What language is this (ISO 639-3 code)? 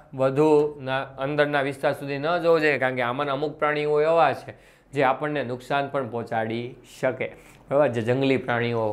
guj